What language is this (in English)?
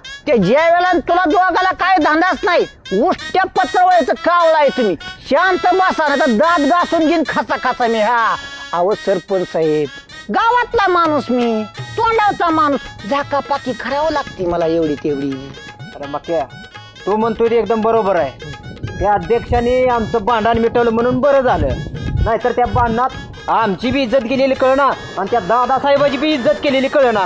Marathi